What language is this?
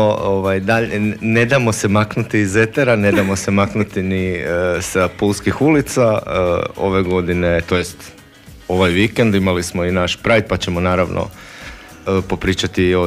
Croatian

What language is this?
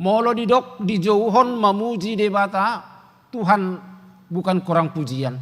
Batak Toba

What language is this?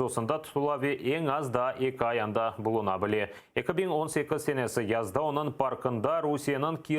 Crimean Tatar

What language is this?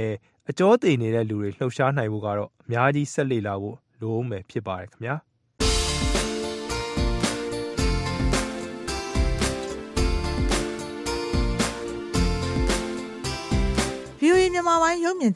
Burmese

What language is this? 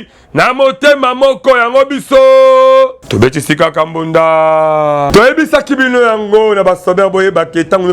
Lingala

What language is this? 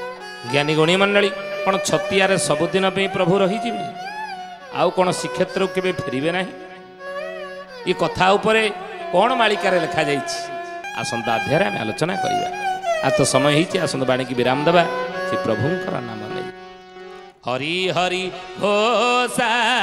Odia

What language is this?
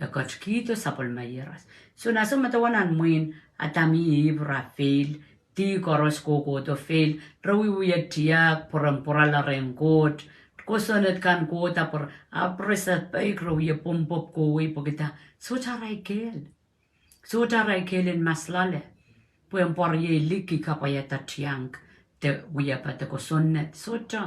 Pohnpeian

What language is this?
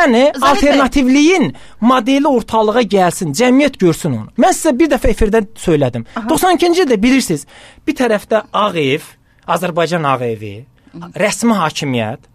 Azerbaijani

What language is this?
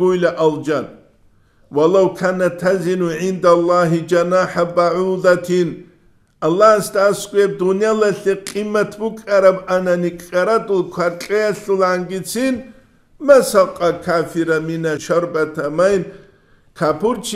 Avaric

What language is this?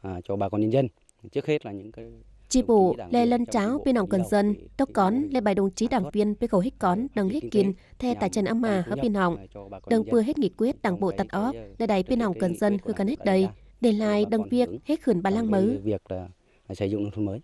Tày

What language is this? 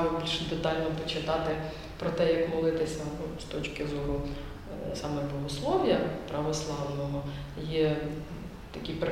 Ukrainian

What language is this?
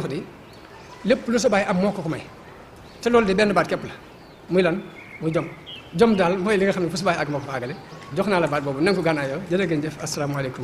Wolof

